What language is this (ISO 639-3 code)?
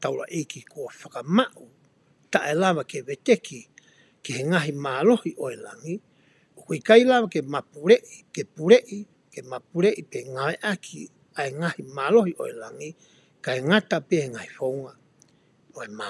ton